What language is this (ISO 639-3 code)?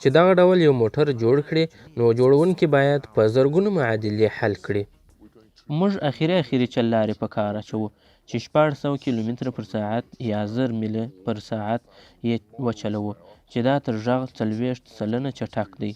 pus